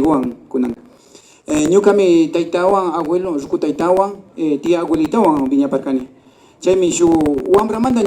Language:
Imbabura Highland Quichua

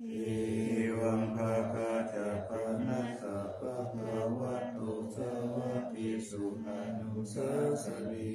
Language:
Pali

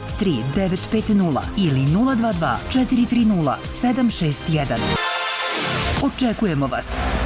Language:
Serbian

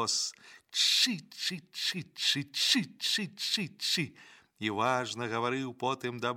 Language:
Belarusian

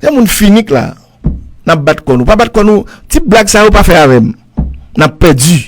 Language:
Haitian Creole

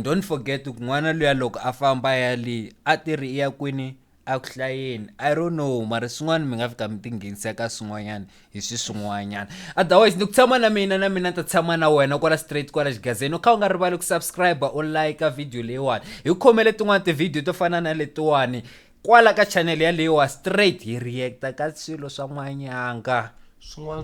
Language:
Tsonga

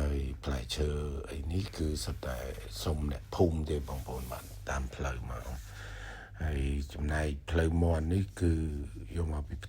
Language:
Khmer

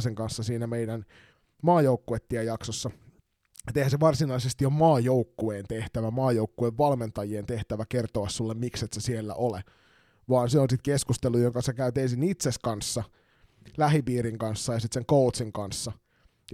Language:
Finnish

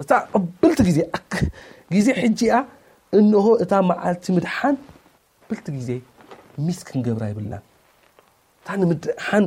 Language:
Tigrinya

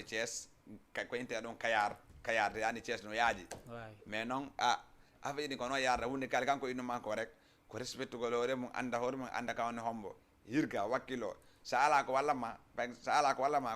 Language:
Fula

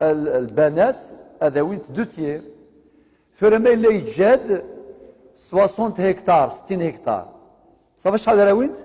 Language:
Kabyle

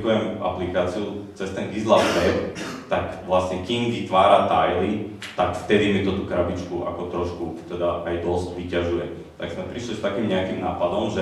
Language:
Slovak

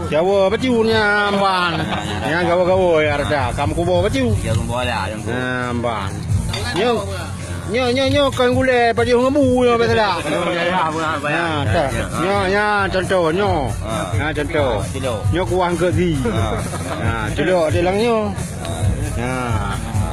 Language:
Achinese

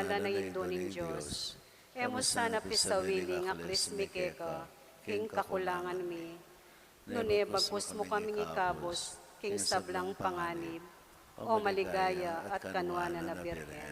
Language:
Pampanga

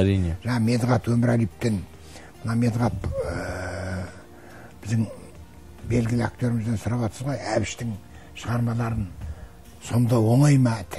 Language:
Kazakh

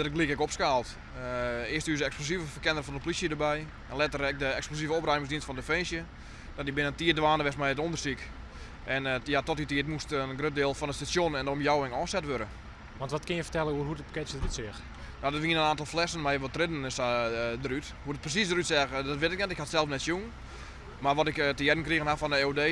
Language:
Western Frisian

